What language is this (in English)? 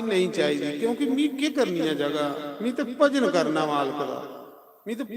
Dogri